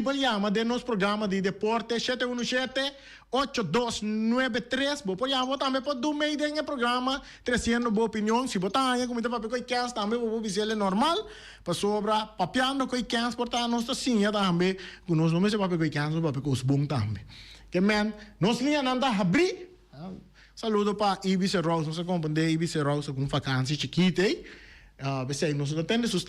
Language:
Papiamento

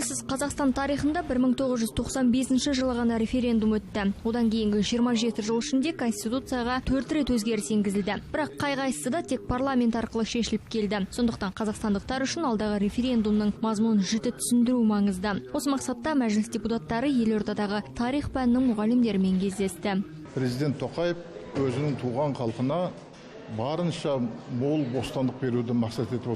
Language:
Kazakh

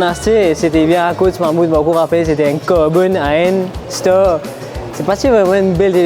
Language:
Morisyen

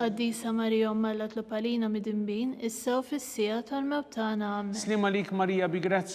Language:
Maltese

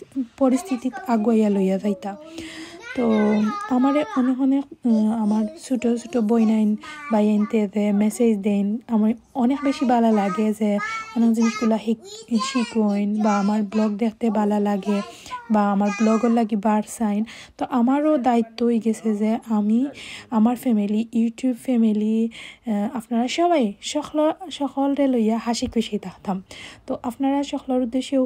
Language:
Sylheti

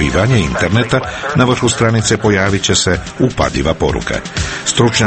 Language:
Croatian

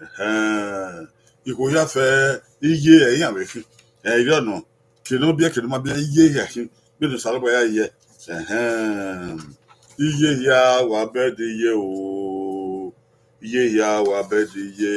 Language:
Bini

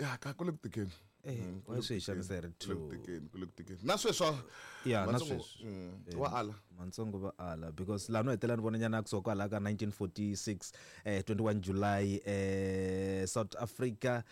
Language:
Tsonga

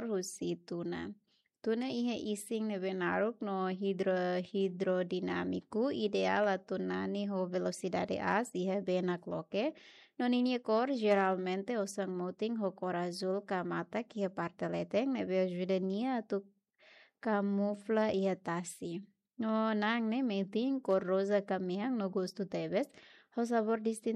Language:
Tetum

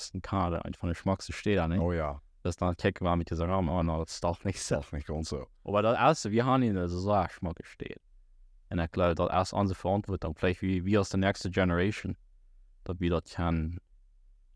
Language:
Plautdietsch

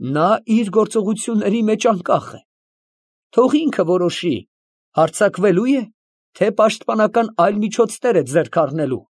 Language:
Armenian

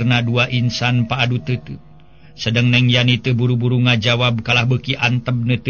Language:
Sundanese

